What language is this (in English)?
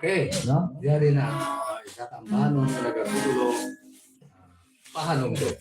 Hiligaynon